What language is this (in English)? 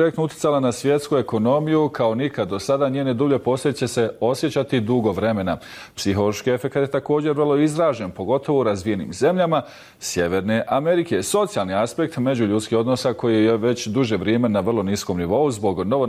Bosnian